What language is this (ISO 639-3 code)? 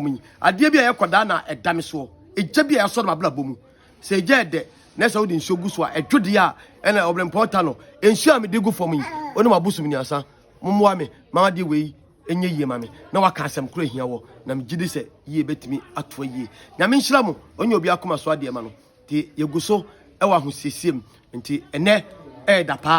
aka